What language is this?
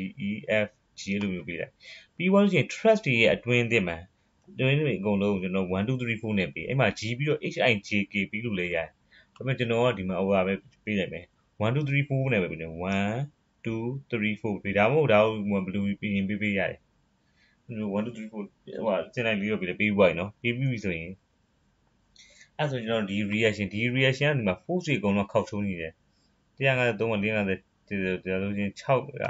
Burmese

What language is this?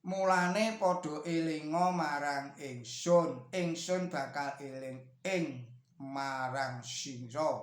Javanese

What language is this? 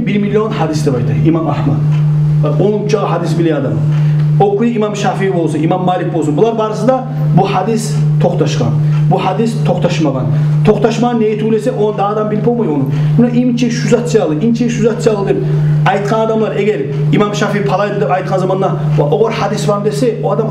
Kumyk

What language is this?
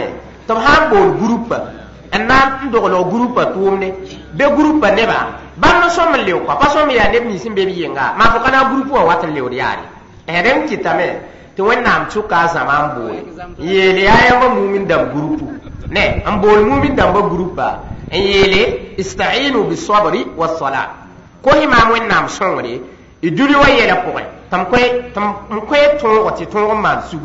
Mossi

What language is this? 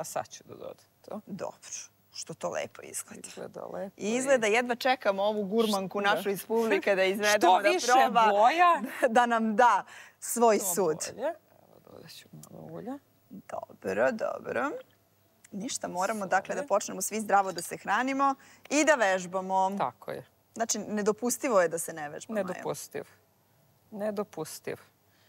Serbian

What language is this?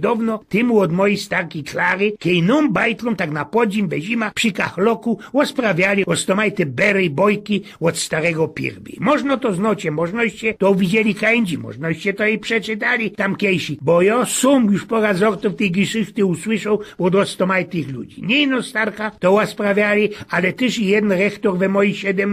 Silesian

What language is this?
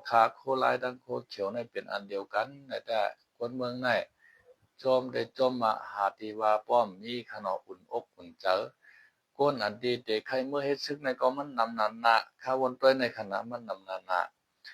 Shan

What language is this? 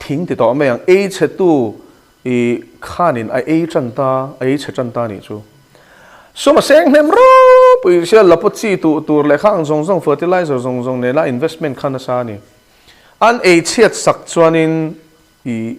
Mizo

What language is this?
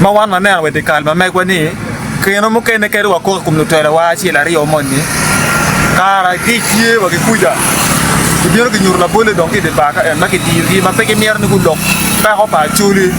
Acoli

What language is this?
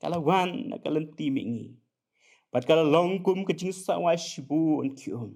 Khasi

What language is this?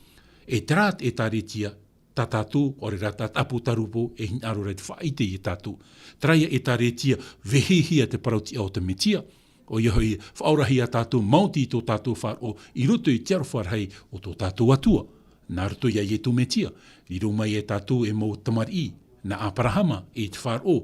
Tahitian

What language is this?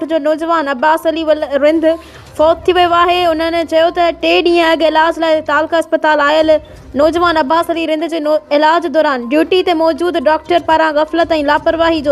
Sindhi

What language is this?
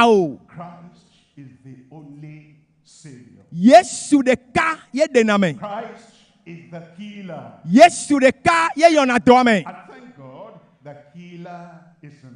Ewe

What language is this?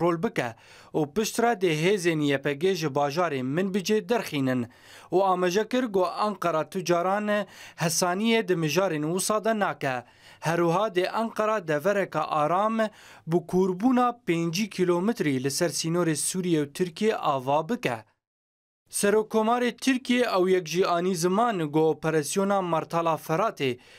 Kurdish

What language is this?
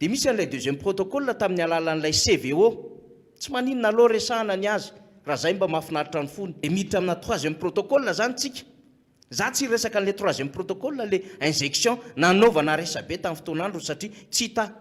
Malagasy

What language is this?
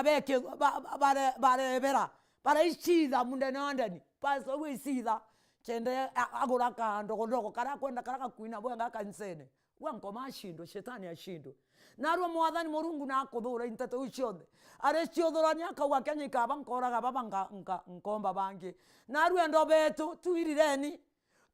Meru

